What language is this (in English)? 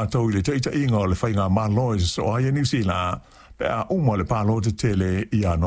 Samoan